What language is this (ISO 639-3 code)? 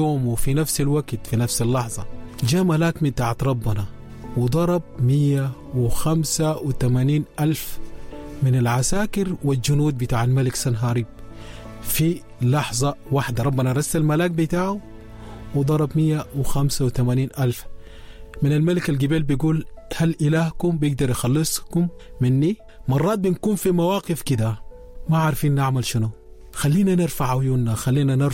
apd